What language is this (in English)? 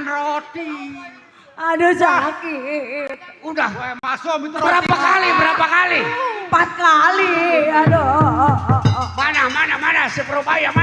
Betawi